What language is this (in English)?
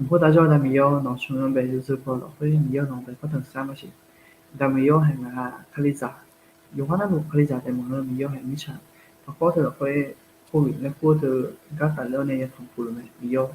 Akha